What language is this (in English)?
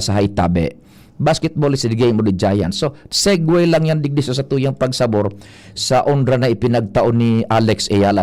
Bikol